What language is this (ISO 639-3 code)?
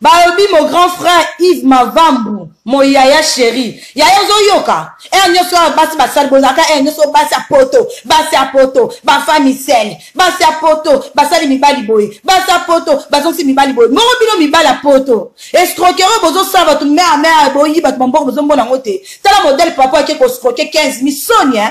lin